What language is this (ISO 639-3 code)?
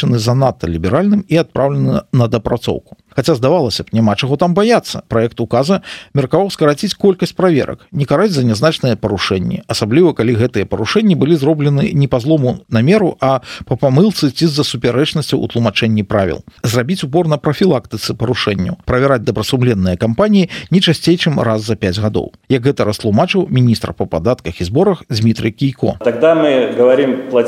bel